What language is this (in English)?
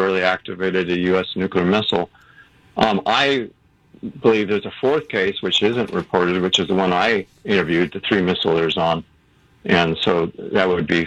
English